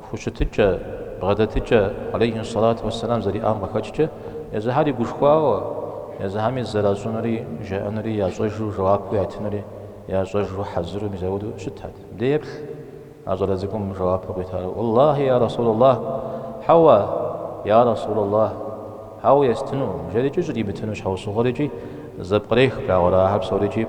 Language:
Kabardian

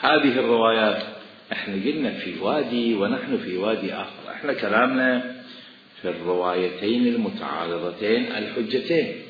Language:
Mesopotamian Arabic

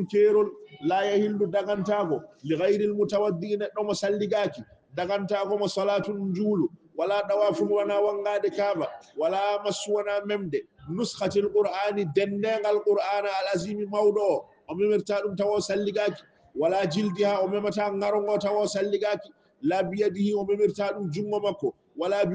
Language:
Fula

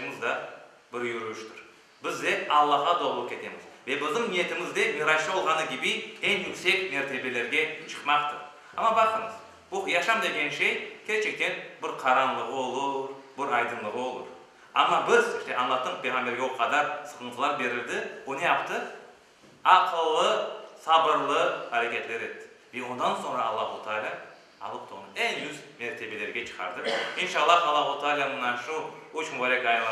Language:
Crimean Tatar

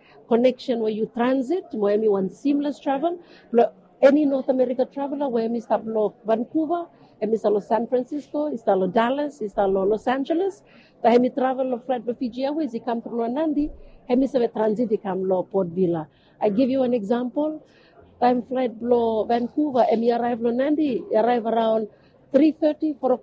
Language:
Bislama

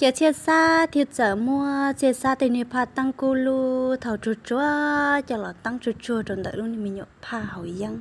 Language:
Hmong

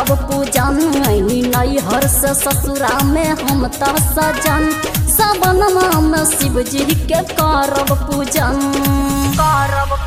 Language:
Bhojpuri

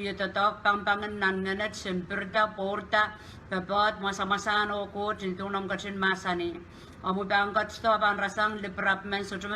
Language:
Pohnpeian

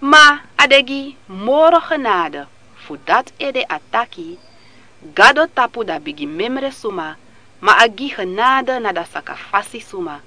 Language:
Sranan Tongo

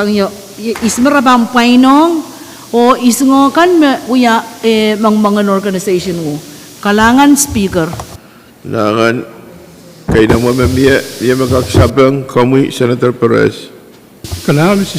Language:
Pohnpeian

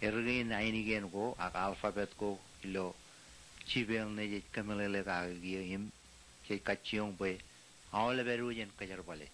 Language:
Marshallese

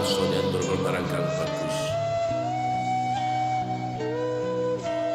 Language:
Indonesian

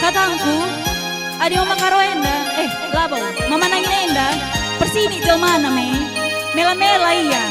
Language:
Batak Karo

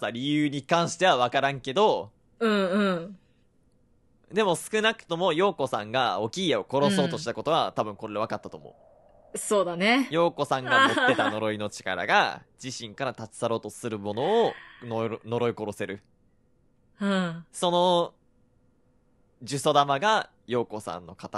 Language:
Japanese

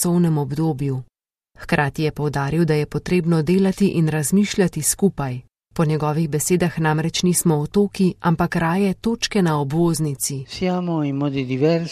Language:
Slovenian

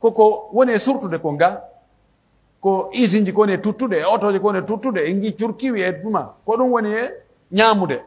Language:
Pular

